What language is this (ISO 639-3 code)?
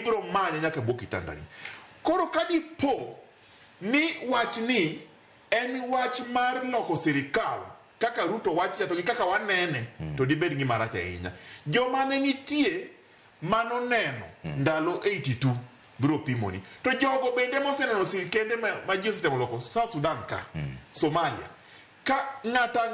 luo